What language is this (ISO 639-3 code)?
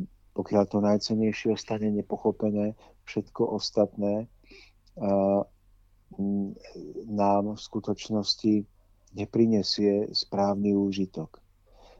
slk